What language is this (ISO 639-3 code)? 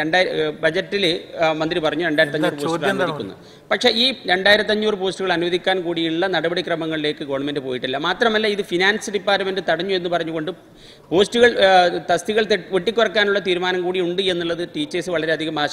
mal